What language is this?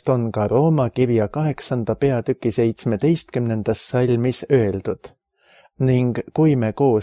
Estonian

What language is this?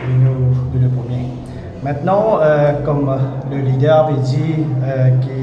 Morisyen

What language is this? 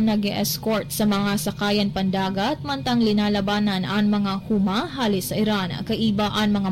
Bikol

